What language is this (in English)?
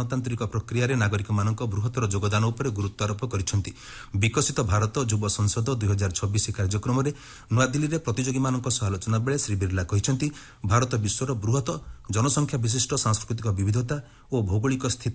Odia